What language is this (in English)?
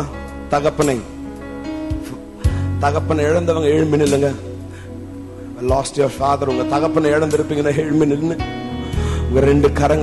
Tamil